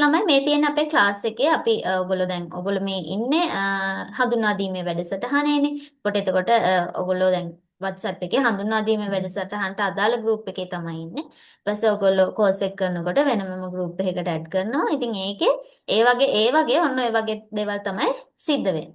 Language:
Sinhala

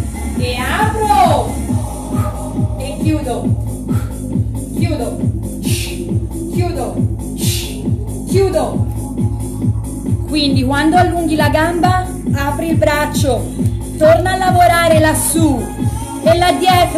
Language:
Italian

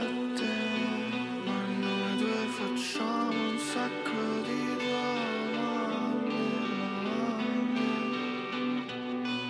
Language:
Italian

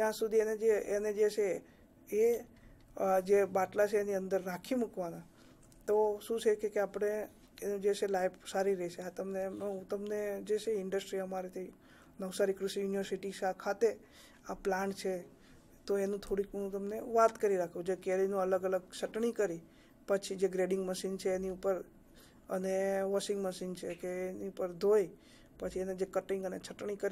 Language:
Gujarati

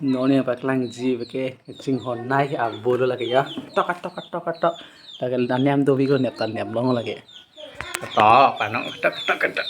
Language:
Karbi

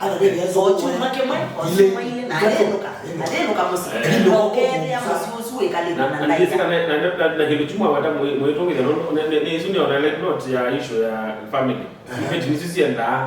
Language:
Kamba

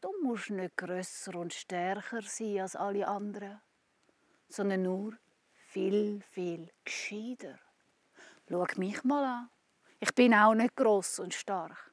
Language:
Swiss German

